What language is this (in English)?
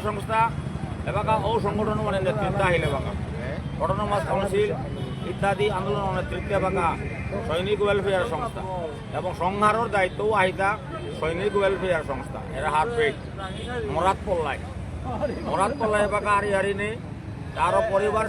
Bishnupriya